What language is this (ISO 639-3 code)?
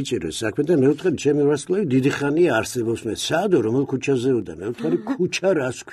kat